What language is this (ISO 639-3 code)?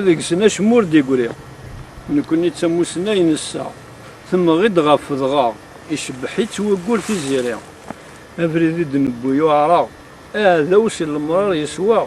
kab